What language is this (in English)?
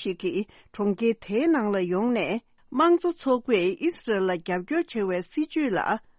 Tibetan